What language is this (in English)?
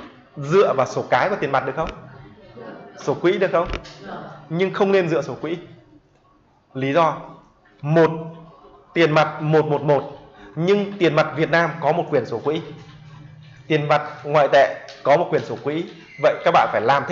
Vietnamese